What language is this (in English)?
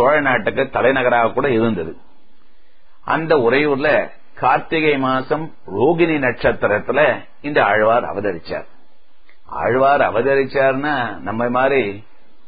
Tamil